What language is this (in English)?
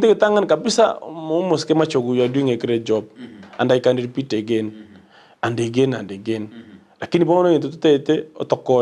Gusii